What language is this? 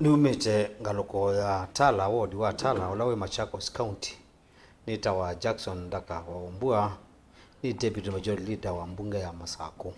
Kamba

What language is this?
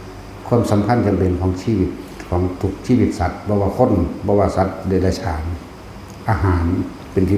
Northeastern Thai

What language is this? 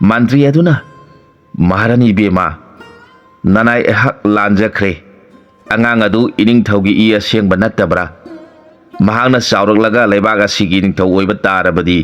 Manipuri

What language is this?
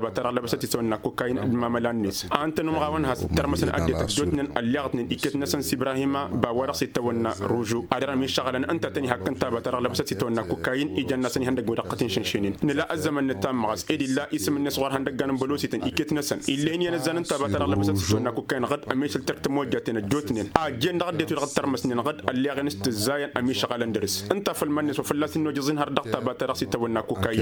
Tamasheq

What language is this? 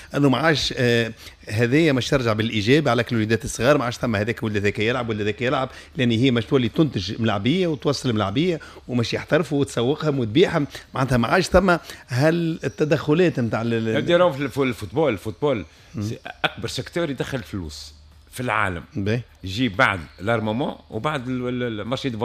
Tunisian Arabic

